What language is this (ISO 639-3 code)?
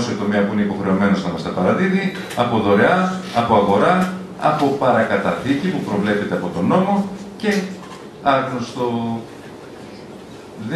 ell